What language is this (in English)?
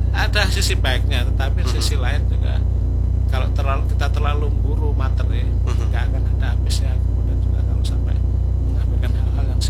Indonesian